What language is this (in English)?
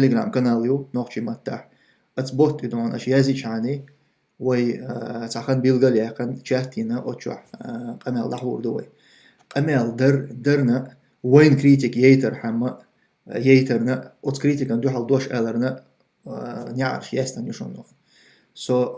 Chechen